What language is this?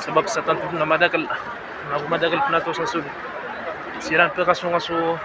Maranao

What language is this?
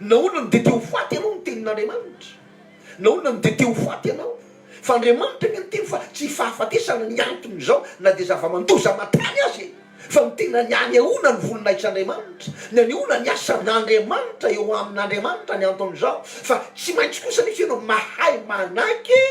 Malagasy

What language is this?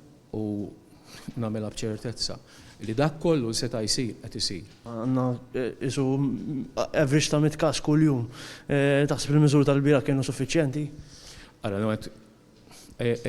Maltese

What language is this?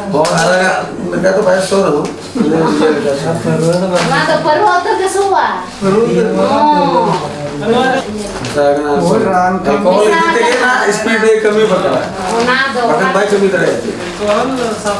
Santali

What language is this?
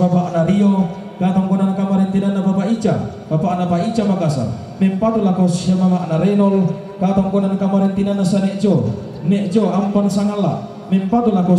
Toraja-Sa'dan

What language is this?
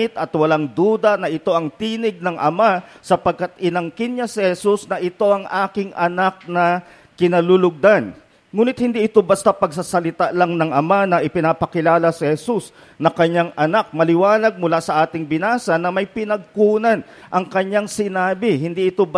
Filipino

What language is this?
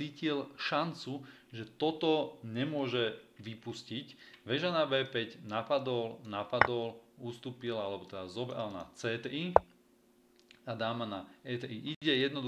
Slovak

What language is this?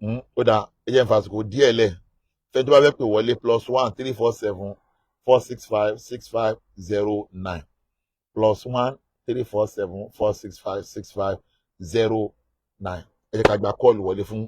Yoruba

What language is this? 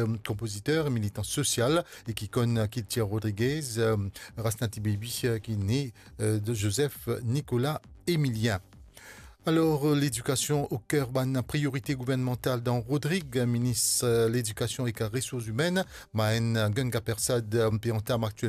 Morisyen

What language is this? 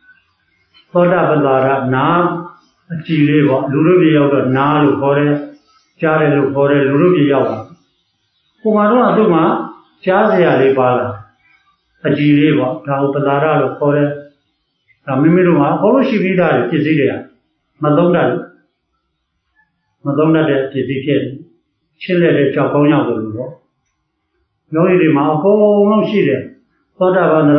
Burmese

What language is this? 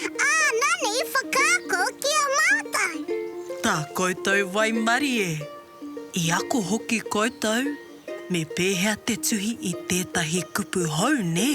Māori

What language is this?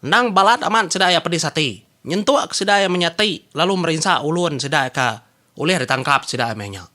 Iban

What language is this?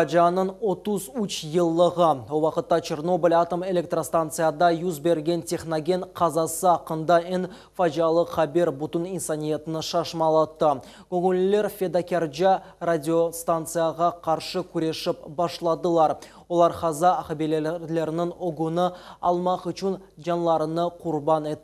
Crimean Tatar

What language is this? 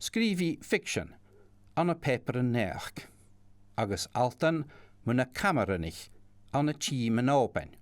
Scottish Gaelic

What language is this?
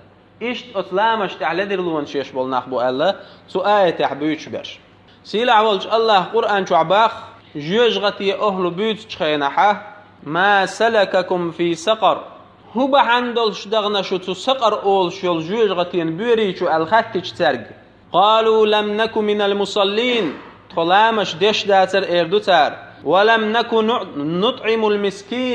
Chechen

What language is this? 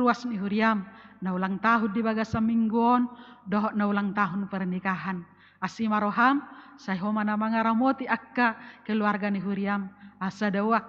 Batak Toba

